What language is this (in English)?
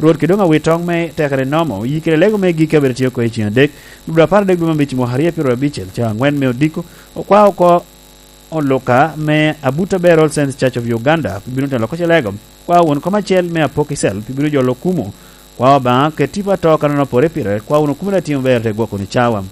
Lango (Uganda)